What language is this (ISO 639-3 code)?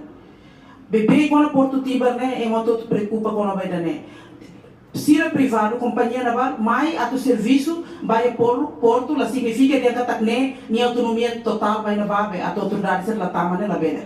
tet